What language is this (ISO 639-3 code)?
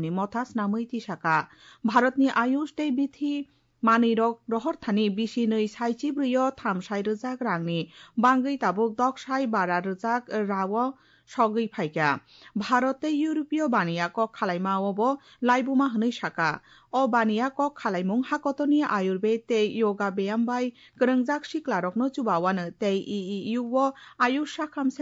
trp